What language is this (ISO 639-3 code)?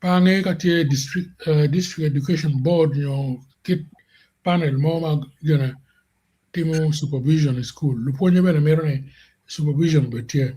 ach